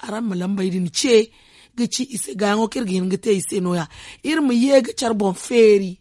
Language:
Zarma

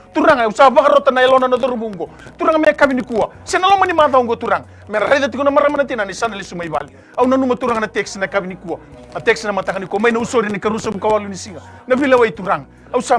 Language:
Fijian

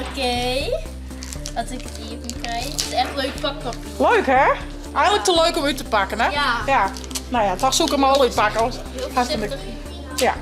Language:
Western Frisian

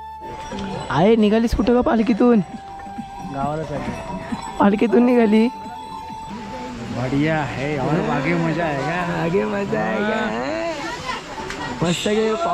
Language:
Marathi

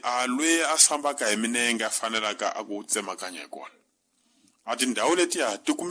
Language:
Tsonga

